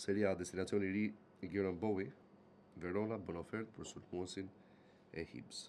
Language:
Albanian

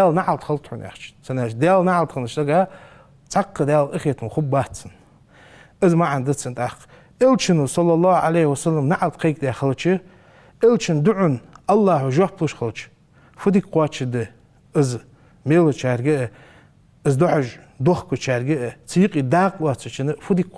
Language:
Ingush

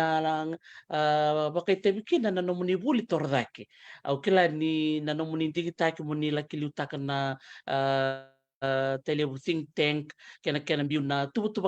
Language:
Fijian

